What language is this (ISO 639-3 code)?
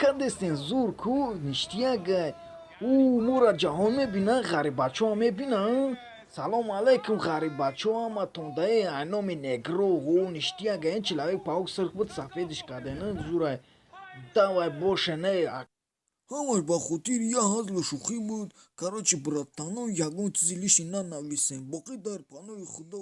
tgk